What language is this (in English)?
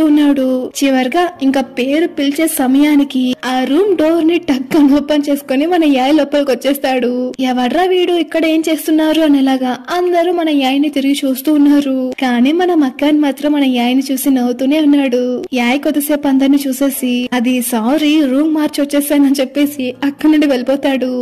Telugu